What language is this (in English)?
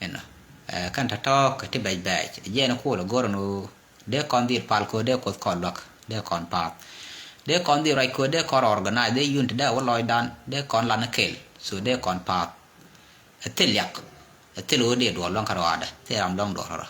Nuer